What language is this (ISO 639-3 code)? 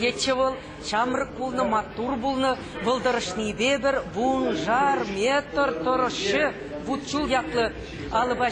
chv